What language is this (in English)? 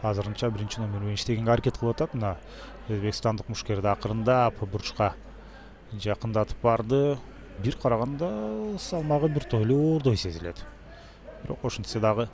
Kyrgyz